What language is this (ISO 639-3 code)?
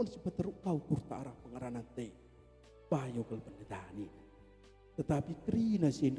btx